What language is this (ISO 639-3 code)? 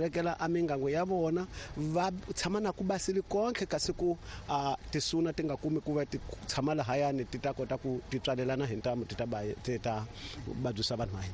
tso